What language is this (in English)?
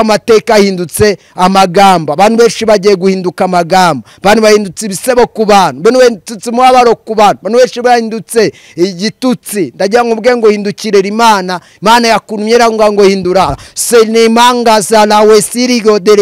Kinyarwanda